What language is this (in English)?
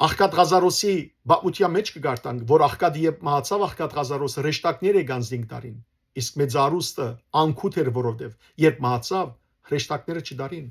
Western Armenian